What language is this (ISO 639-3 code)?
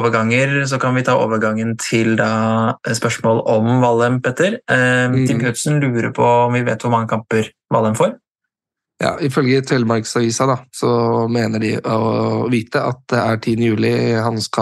nor